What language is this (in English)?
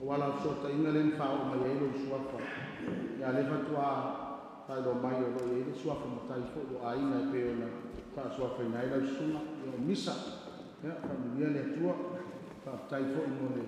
Samoan